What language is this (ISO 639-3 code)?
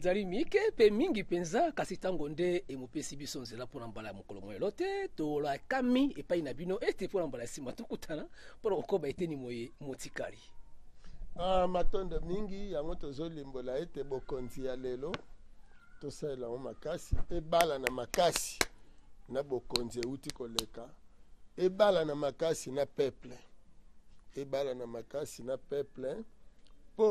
lin